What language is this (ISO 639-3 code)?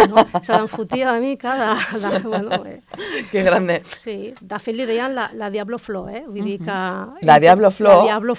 cat